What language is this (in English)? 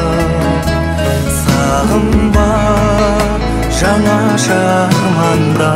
Kazakh